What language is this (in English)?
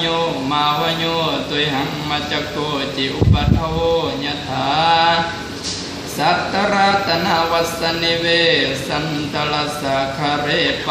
Pali